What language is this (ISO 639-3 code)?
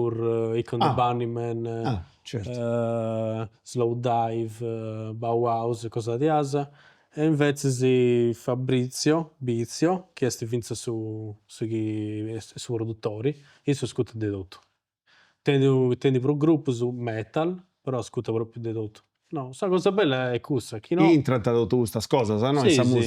srd